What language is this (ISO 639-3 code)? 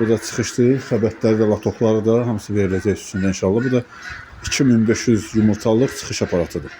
aze